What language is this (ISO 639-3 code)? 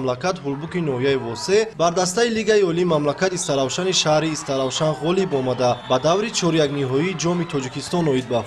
tgk